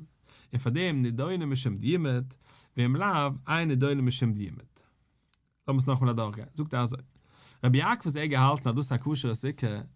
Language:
Yiddish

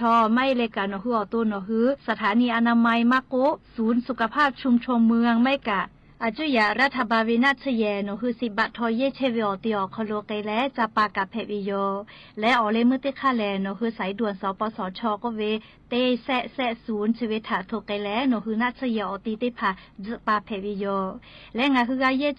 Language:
Lahu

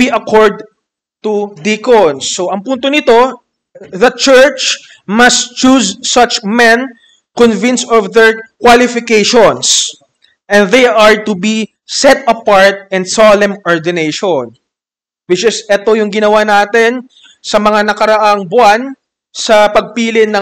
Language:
Filipino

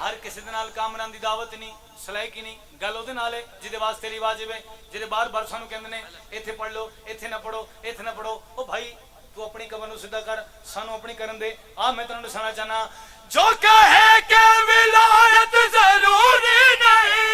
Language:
Pahari-Potwari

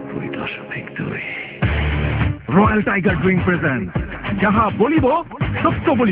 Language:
Bangla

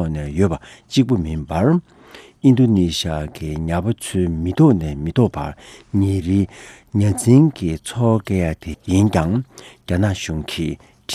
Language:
Tibetan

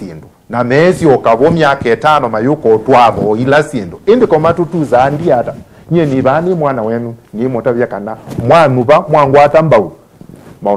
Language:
Kamba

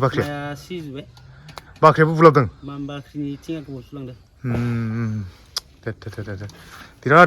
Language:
Bodo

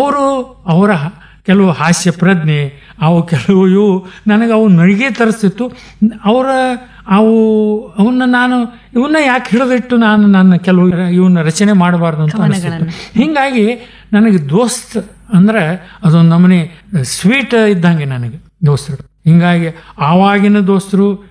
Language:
Kannada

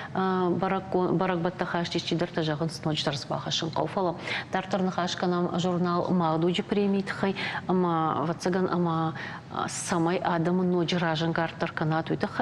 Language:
Ossetic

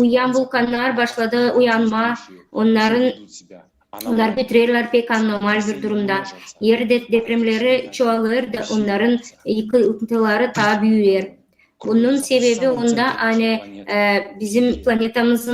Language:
Gagauz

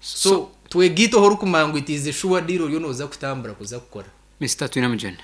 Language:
Nyankole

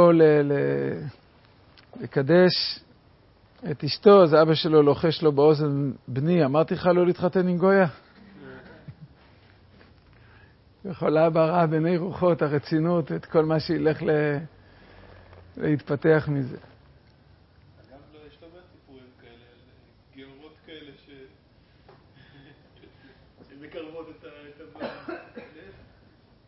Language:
Hebrew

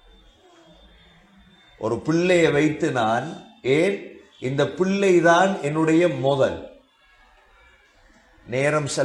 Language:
Tamil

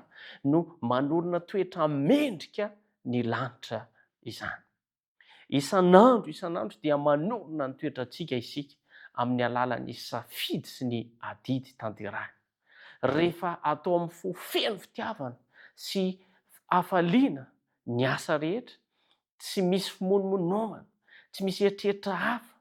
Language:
Malagasy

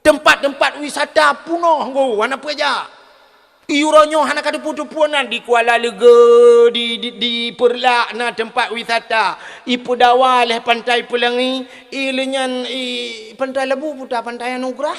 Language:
Achinese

